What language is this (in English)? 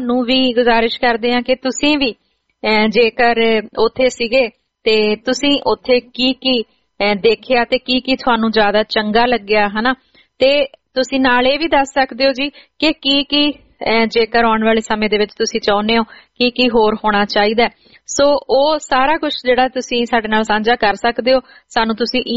Punjabi